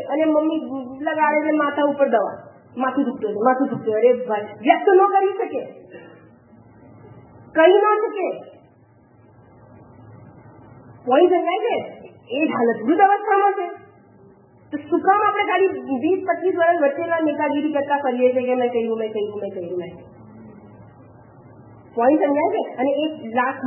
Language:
Gujarati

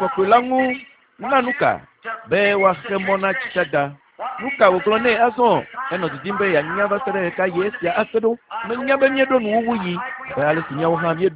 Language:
Ewe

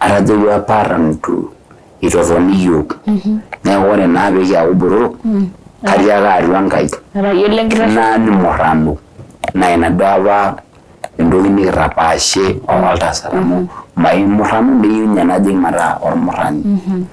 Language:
Masai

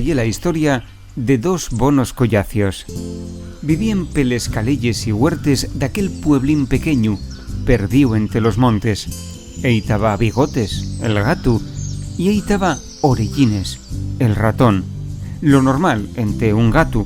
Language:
Asturian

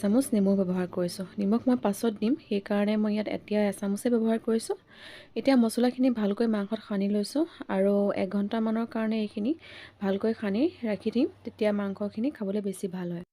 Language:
Assamese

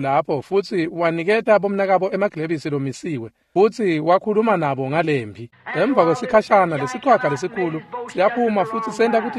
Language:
Swati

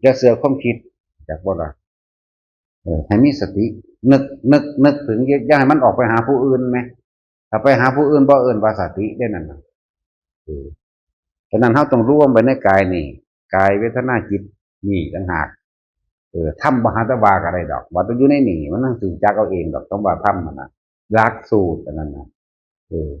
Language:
Northeastern Thai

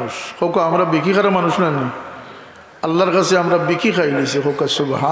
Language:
Sylheti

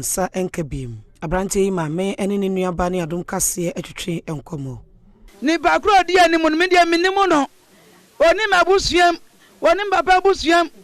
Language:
Akan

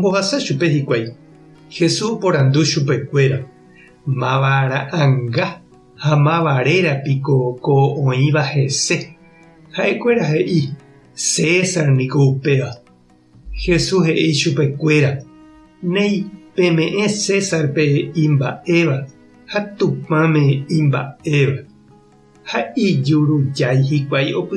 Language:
Guarani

